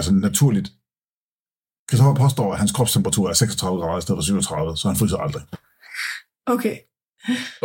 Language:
Danish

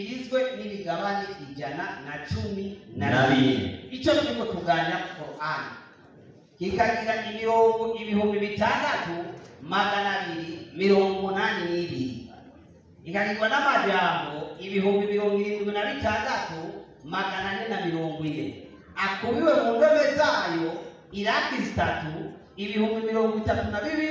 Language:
Rundi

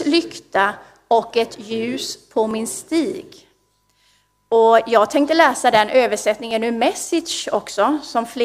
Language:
Swedish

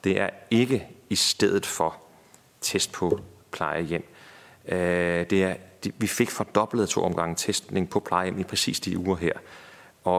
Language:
Danish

